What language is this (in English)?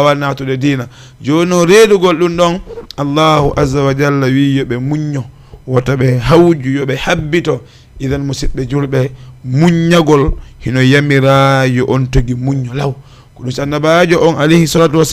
Fula